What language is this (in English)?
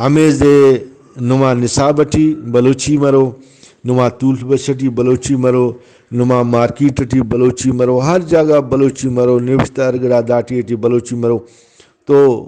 Brahui